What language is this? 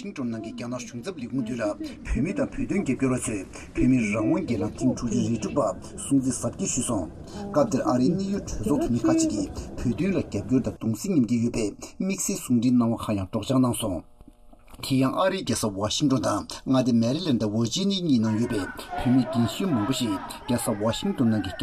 Tibetan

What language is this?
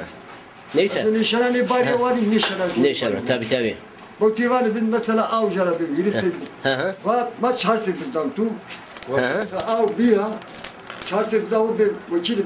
Zaza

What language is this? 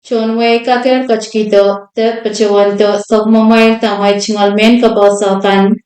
Pohnpeian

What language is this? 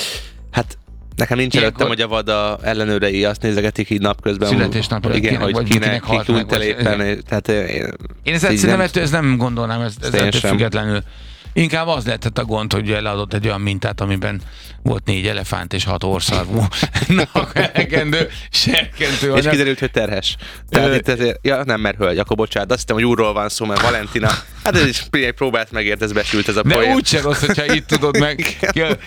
Hungarian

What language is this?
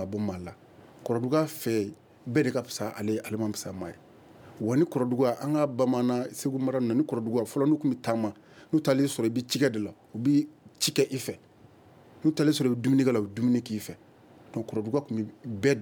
Bambara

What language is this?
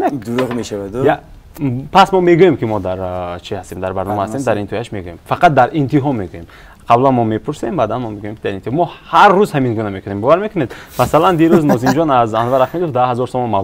Tajik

